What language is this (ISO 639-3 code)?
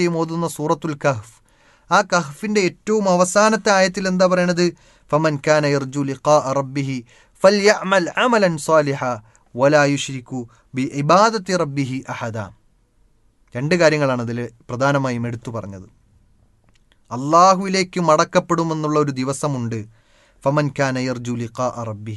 mal